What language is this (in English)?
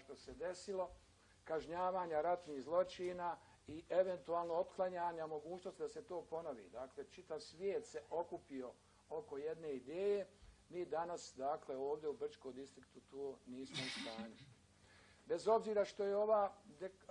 Bosnian